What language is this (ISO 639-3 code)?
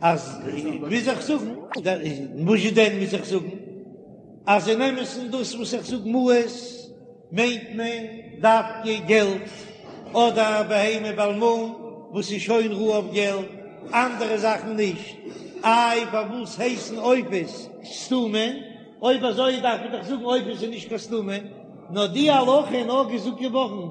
yid